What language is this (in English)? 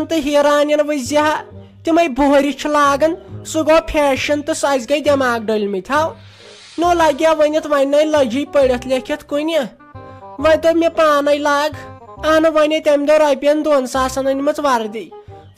Kashmiri